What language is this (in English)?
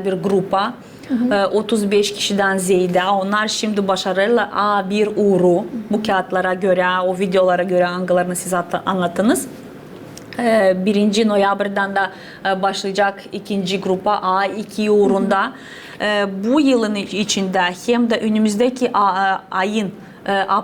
Gagauz